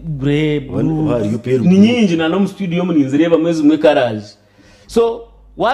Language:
Nyankole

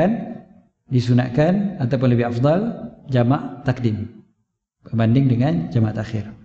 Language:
Malay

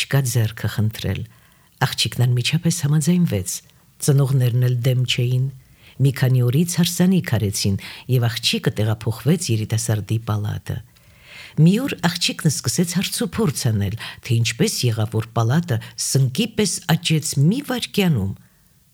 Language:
Armenian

